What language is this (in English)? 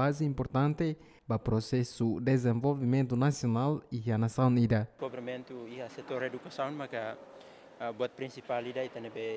Tetum